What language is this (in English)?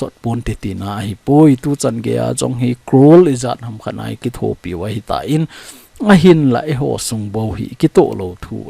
Thado Chin